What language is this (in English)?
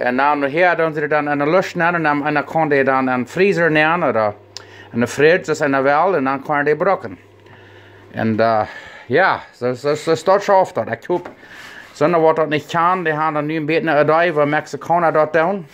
Plautdietsch